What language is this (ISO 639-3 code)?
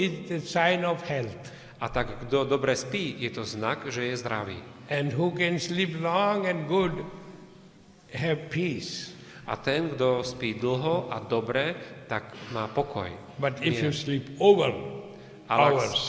slk